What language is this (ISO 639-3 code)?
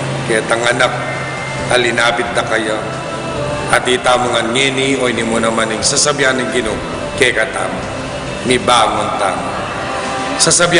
pam